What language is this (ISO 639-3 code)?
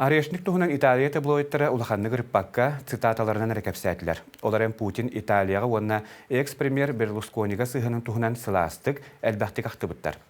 sah